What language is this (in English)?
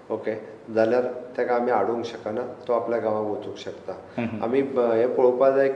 Konkani